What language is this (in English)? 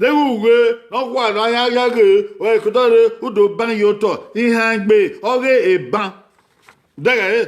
Bini